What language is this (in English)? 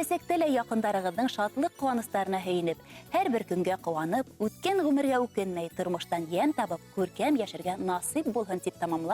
Bashkir